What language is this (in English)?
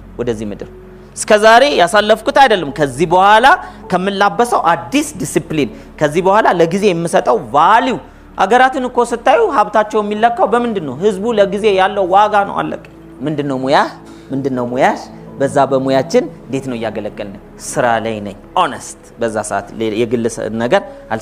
Amharic